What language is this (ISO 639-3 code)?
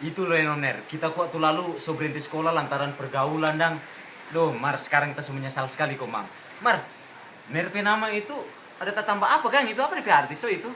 xmm